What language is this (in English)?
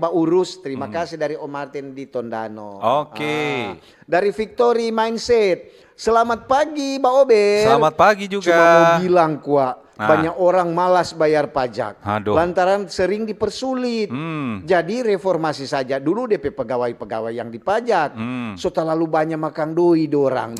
Manado Malay